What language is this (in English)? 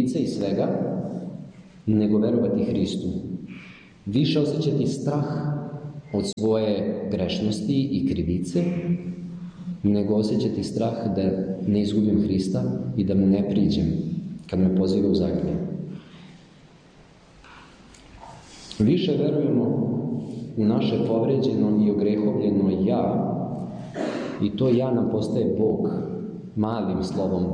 Serbian